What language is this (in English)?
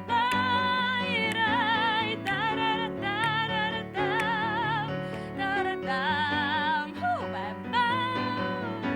Bashkir